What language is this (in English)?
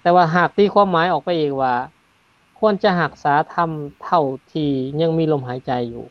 Lao